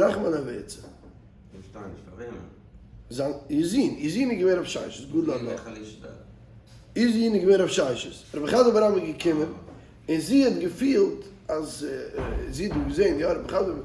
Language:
Yiddish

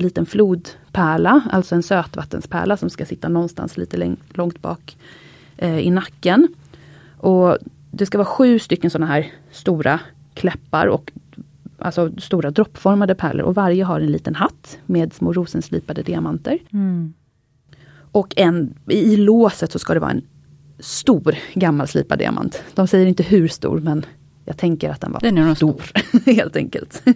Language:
Swedish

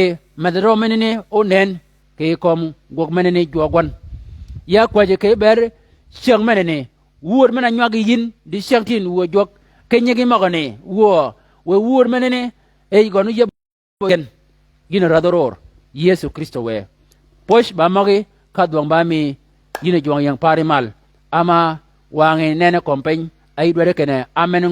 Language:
Shilluk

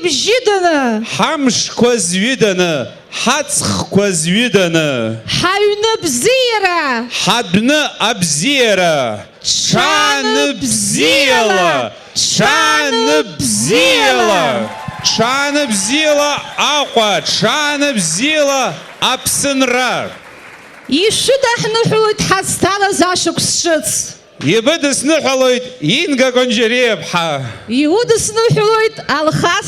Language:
Abkhazian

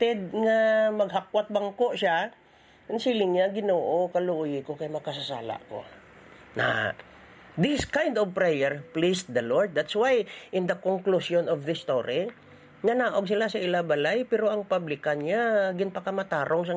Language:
Hiligaynon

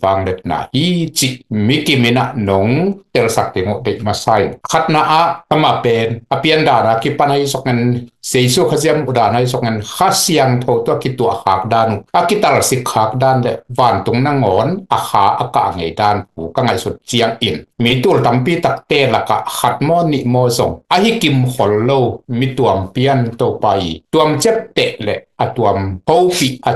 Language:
Tedim Chin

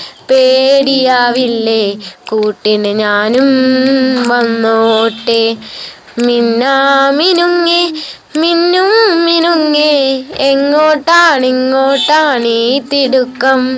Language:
Malayalam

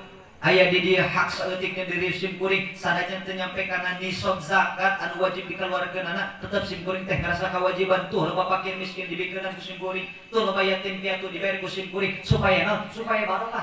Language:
Sundanese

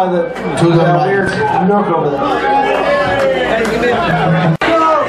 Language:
English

